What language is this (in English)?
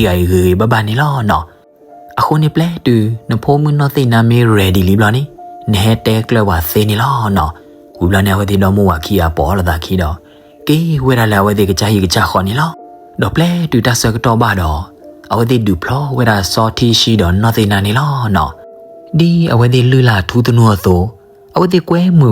S'gaw Karen